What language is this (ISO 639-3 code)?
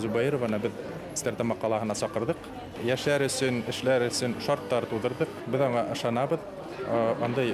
bak